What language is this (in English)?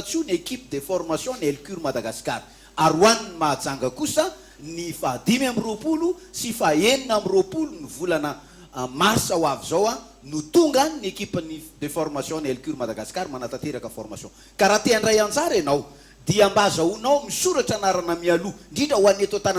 Malagasy